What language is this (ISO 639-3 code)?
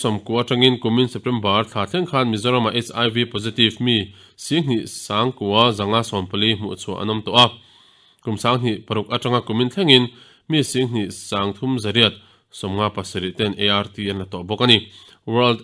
lus